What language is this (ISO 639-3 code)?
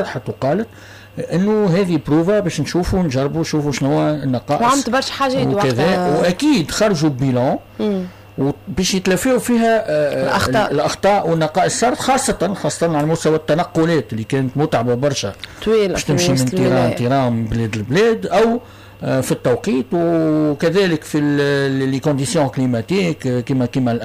aeb